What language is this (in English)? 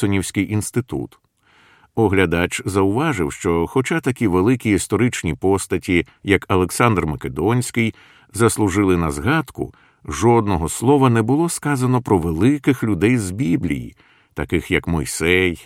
Ukrainian